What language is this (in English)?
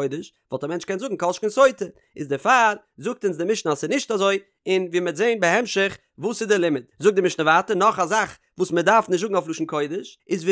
Yiddish